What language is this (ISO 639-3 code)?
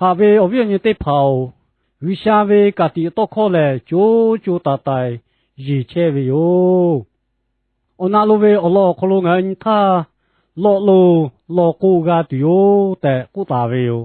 lhu